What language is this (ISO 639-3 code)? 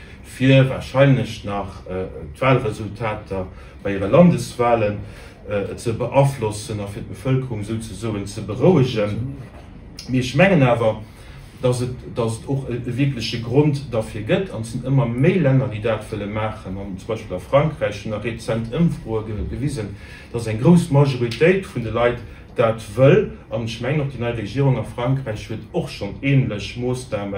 ltz